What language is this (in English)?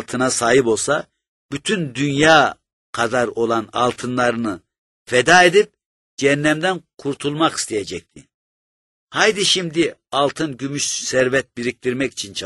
Turkish